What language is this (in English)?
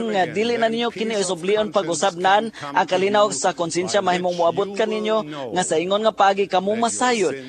Cebuano